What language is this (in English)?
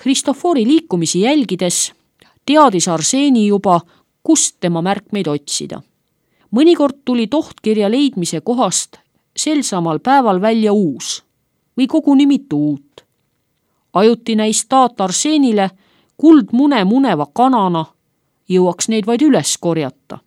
Estonian